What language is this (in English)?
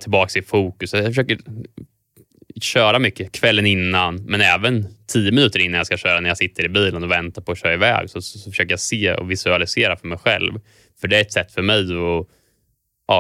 Swedish